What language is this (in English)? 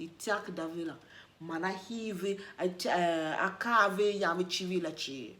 Tiv